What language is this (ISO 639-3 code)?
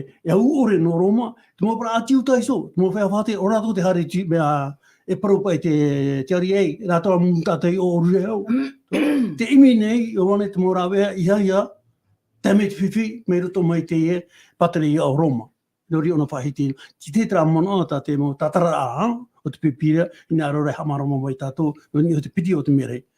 tah